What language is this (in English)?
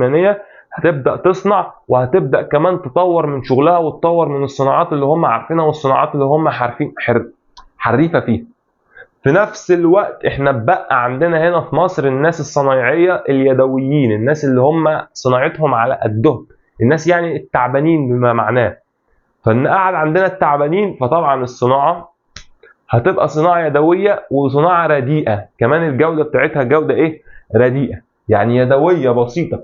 Egyptian Arabic